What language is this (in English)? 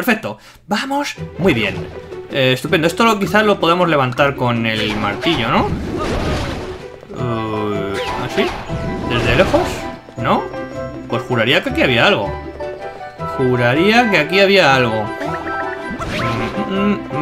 Spanish